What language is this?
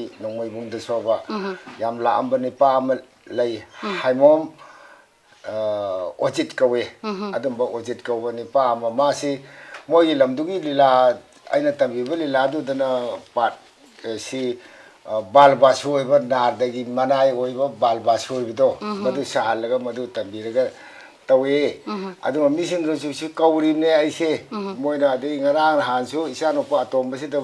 Manipuri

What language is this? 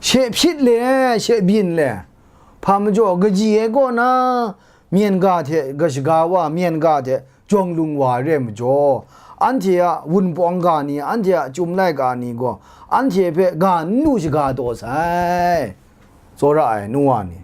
Kachin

